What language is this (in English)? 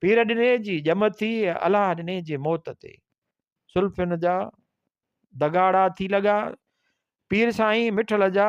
Sindhi